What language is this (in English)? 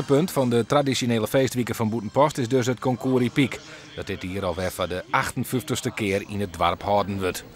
Western Frisian